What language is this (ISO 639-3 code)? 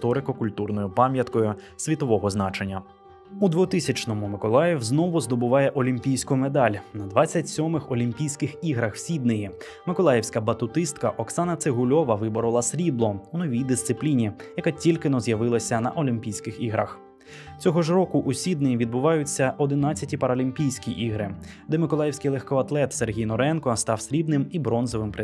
ukr